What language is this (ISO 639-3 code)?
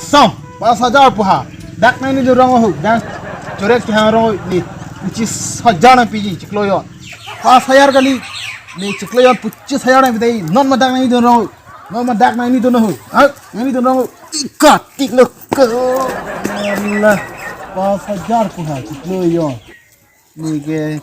mjw